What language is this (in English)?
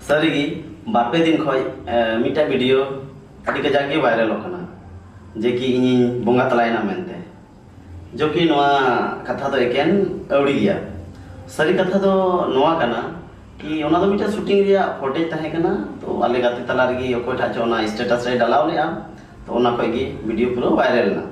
Santali